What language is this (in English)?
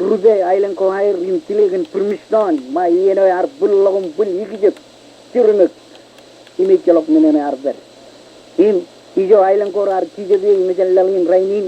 Marshallese